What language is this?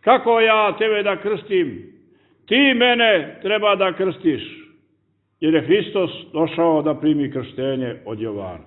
Serbian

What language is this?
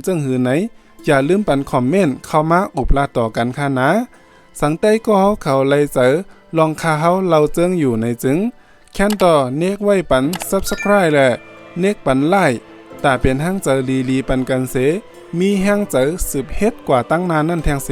Shan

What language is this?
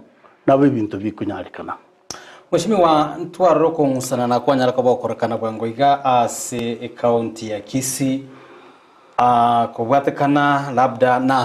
Gusii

